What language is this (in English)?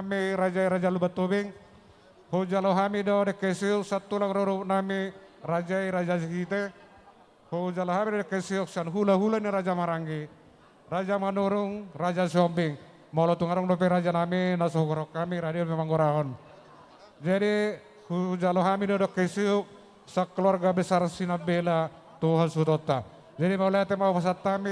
Batak Toba